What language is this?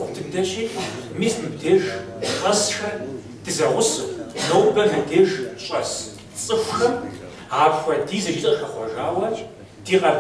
Kabardian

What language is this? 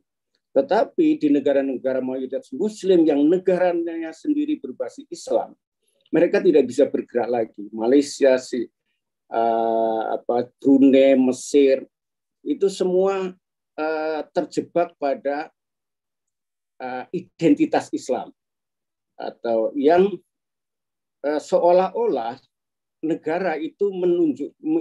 Indonesian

